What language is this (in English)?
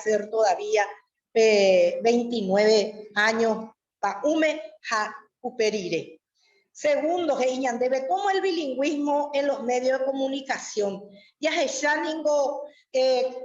Guarani